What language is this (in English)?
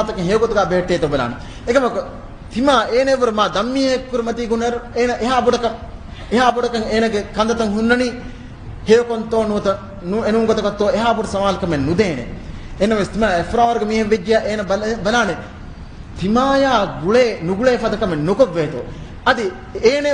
Divehi